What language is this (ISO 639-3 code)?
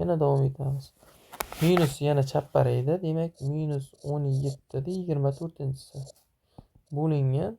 uzb